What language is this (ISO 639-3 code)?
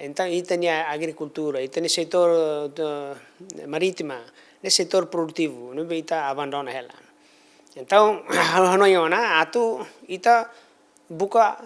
tet